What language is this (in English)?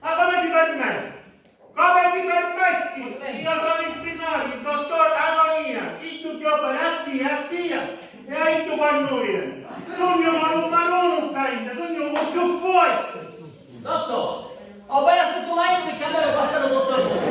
Sicilian